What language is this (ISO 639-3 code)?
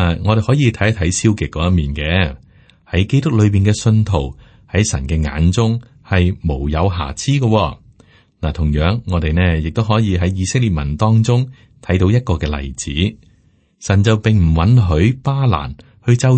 yue